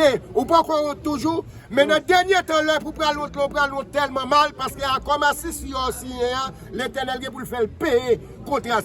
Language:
Haitian Creole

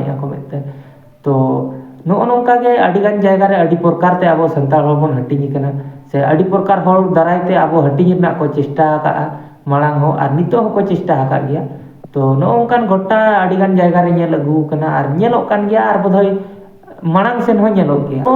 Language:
Santali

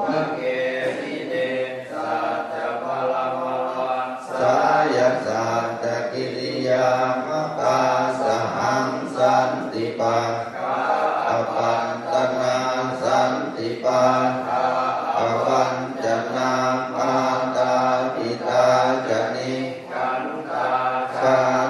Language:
Pali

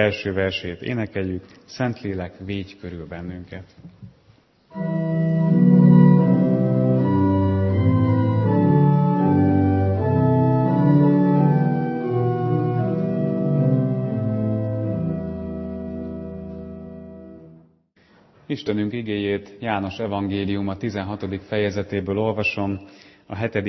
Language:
Hungarian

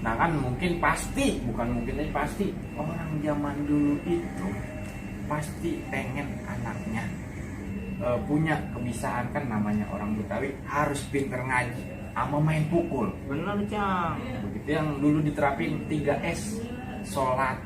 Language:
Betawi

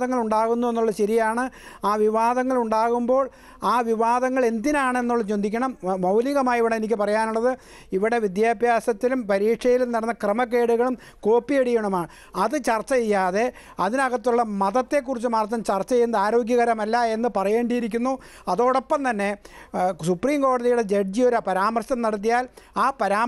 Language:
Malayalam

